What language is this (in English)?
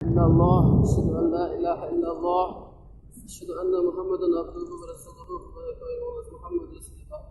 Tajik